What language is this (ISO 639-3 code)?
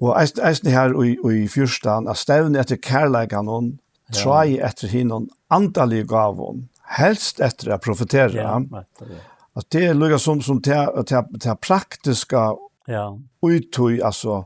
fao